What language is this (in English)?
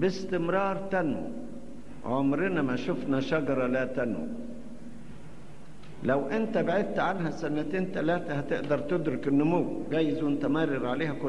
Egyptian Arabic